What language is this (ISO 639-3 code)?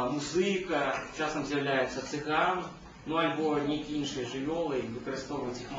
bel